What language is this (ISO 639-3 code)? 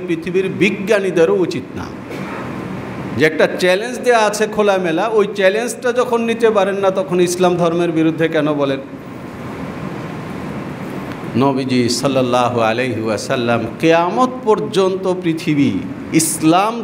ben